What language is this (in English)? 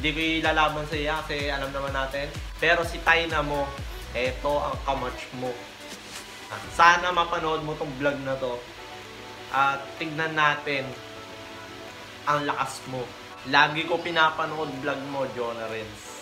Filipino